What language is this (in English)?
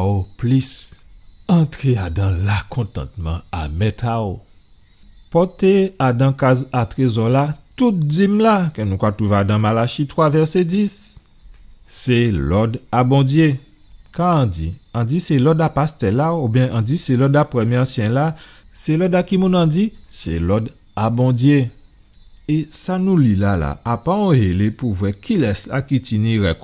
Guadeloupean Creole French